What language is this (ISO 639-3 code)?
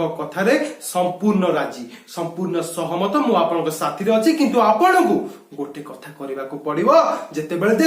ori